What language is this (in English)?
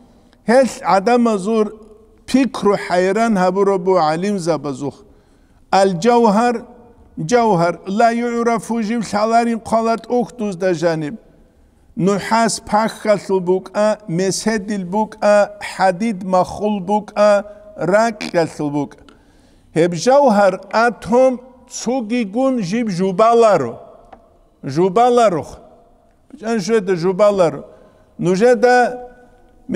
Avaric